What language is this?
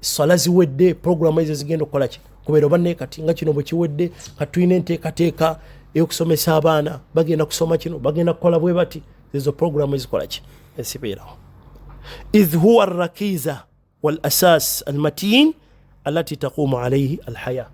Ganda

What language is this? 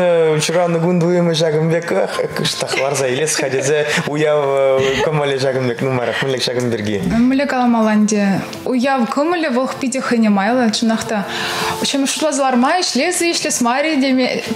Chuvash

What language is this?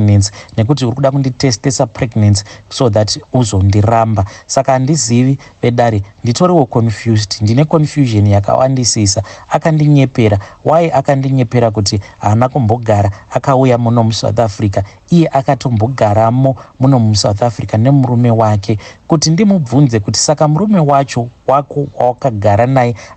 Shona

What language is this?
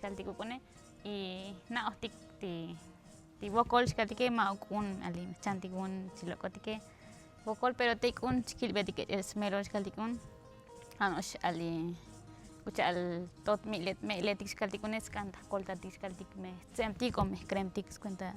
Tzotzil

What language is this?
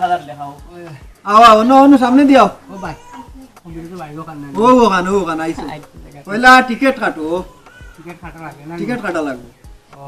Sylheti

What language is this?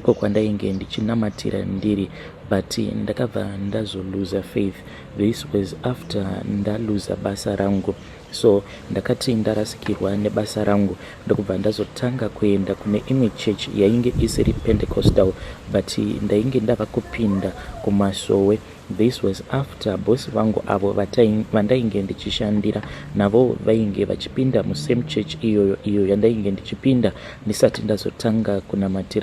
Shona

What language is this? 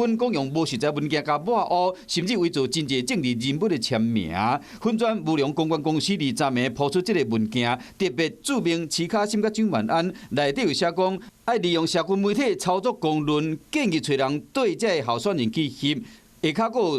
Min Nan Chinese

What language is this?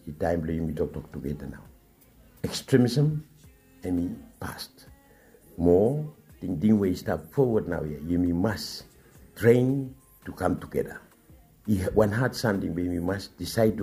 Bislama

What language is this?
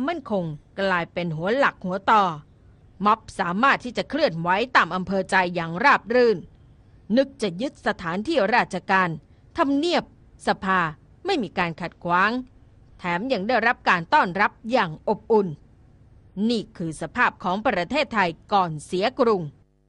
Thai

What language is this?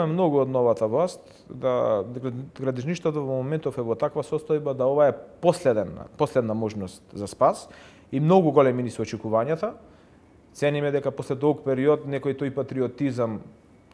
Macedonian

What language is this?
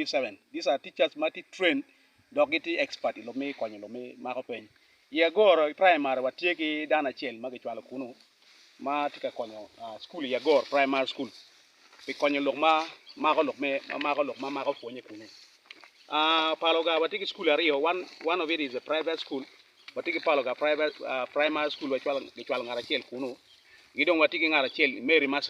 Acoli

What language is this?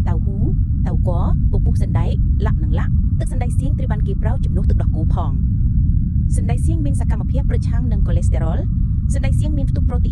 Khmer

